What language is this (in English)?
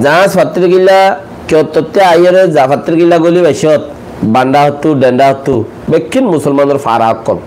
Rohingya